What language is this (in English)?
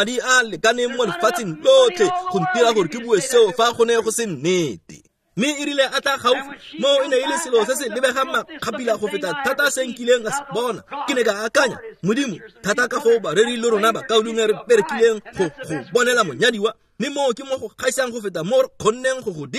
Tswana